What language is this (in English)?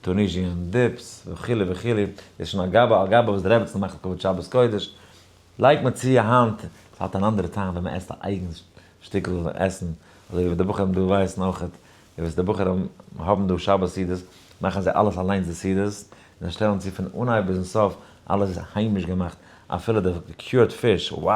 Yiddish